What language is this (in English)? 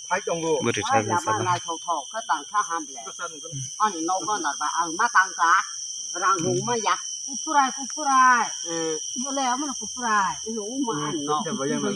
Kok Borok